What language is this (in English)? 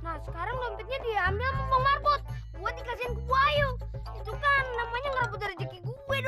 Betawi